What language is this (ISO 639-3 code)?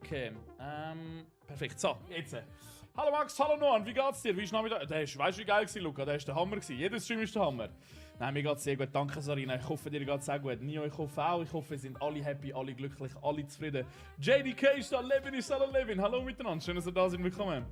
gsw